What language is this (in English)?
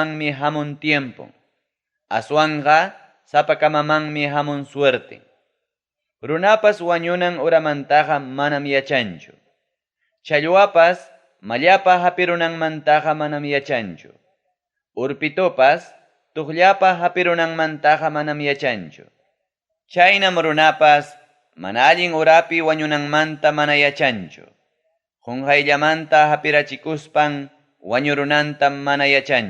Ayacucho Quechua